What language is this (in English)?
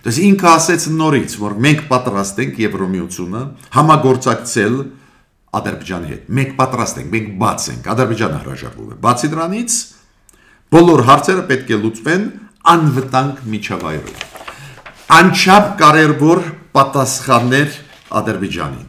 Armenian